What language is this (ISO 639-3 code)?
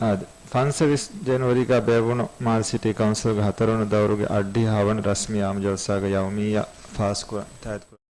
div